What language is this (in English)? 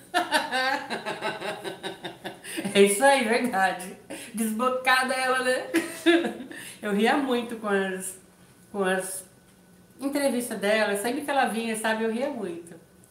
Portuguese